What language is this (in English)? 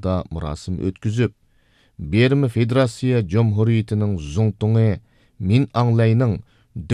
Uyghur